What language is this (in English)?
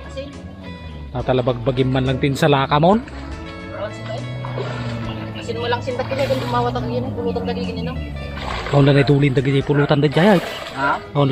Iloko